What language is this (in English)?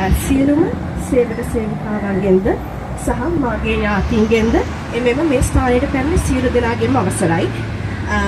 Sinhala